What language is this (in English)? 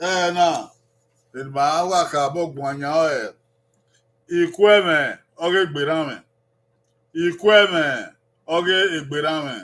Bini